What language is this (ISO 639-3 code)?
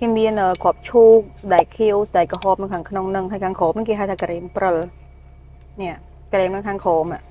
khm